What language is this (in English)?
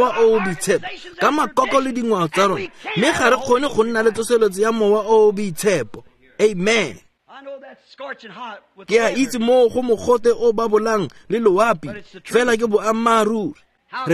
Tswana